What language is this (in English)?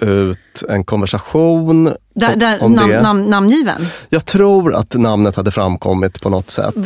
Swedish